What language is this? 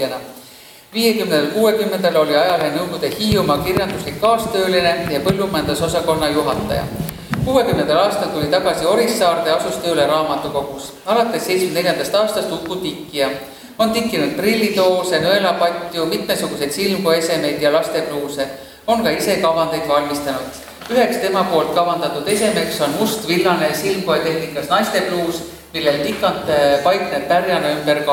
Estonian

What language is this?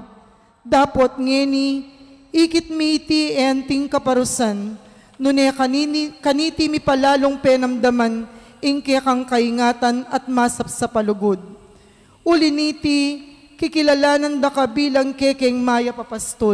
Pampanga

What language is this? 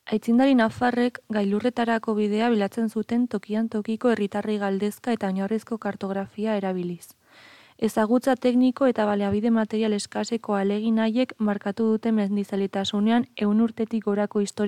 Basque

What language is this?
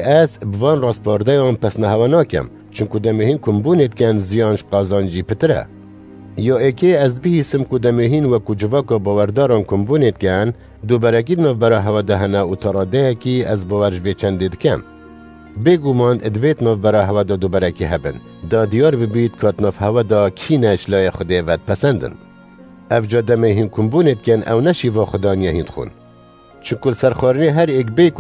Kurdish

